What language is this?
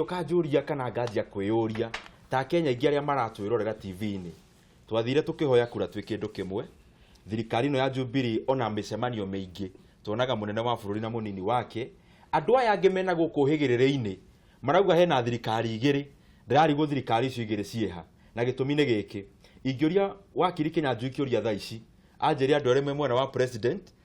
Kikuyu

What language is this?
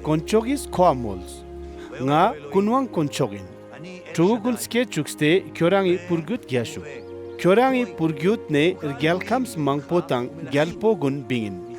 Ladakhi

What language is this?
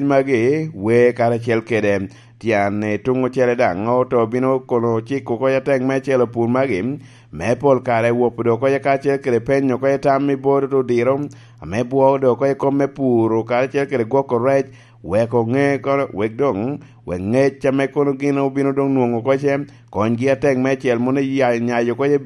Lango (Uganda)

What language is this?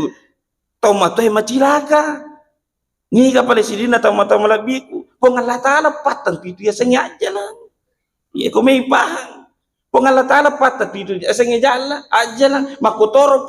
Buginese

